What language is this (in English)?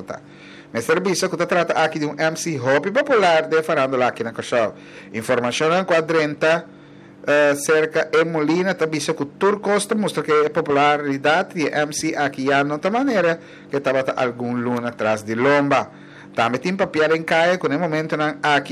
Papiamento